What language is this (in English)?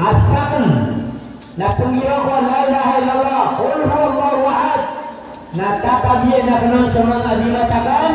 Maranao